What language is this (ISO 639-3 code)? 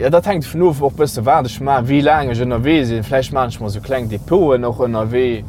ltz